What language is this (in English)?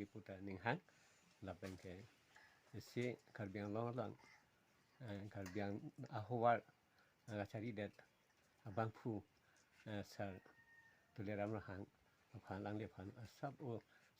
Karbi